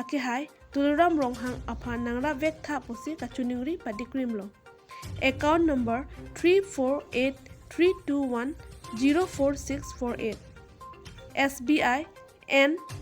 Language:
Karbi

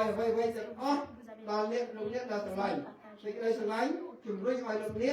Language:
Khmer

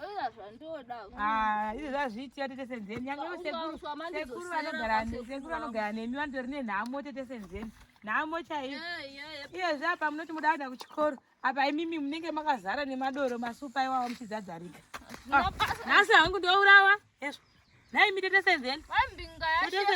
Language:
Shona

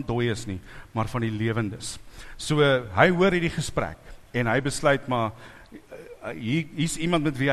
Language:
Afrikaans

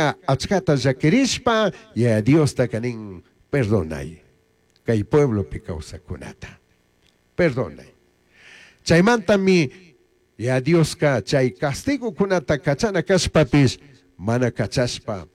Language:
Chimborazo Highland Quichua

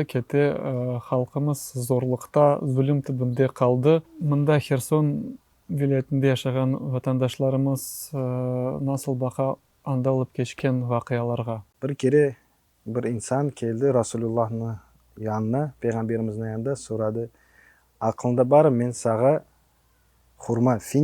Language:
Crimean Tatar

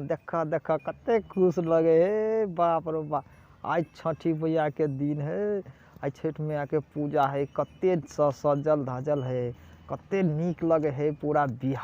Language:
Maithili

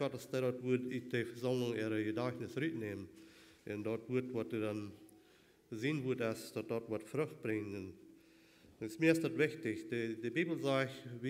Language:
Plautdietsch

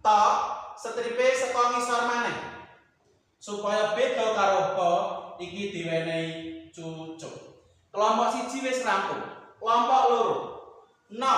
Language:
Javanese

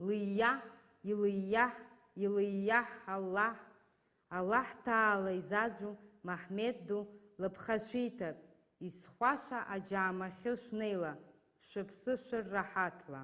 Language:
Abkhazian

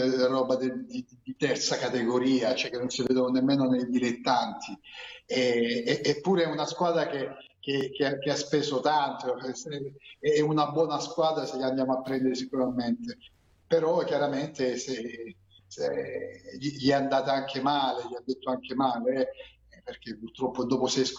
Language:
Italian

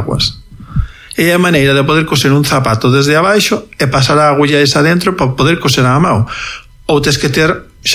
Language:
Galician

